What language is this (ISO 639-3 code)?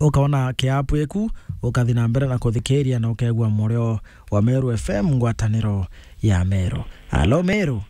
mer